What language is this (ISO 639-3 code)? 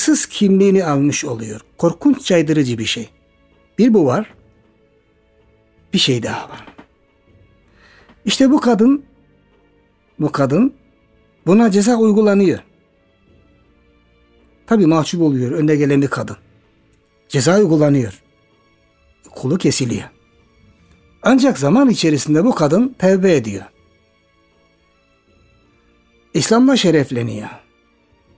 tur